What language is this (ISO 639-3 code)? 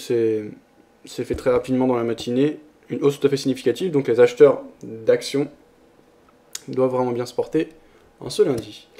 fra